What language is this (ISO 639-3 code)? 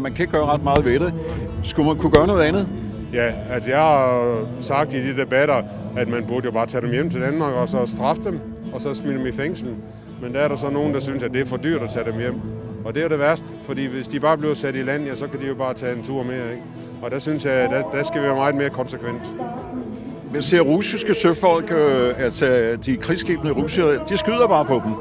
dan